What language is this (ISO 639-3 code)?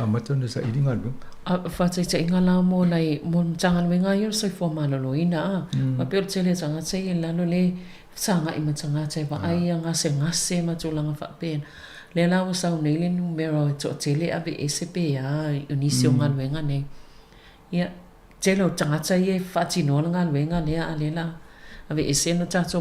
smo